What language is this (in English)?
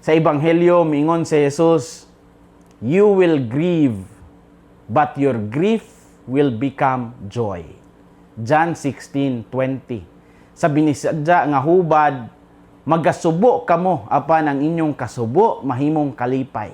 Cebuano